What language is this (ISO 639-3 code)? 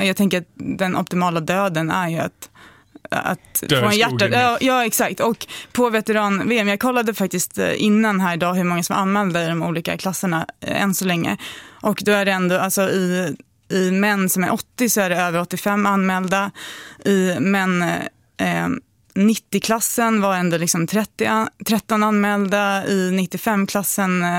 swe